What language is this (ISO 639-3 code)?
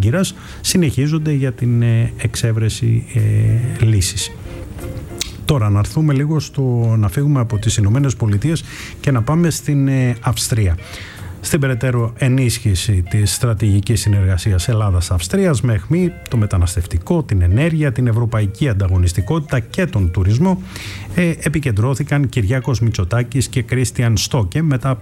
ell